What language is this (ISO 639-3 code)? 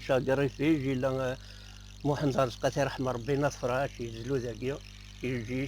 kab